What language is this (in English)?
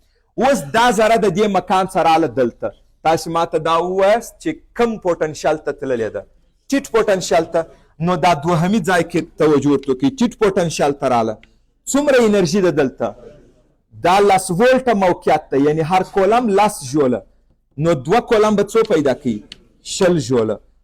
Pashto